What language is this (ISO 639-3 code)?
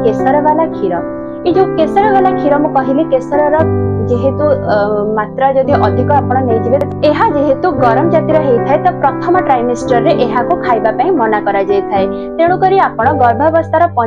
ori